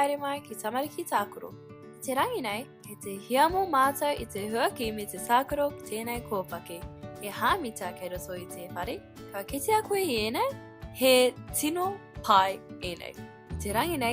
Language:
Māori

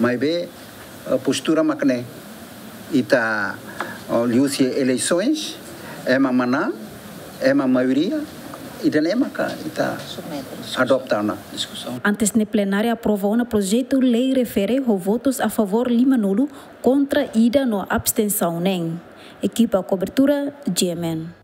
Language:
Tetum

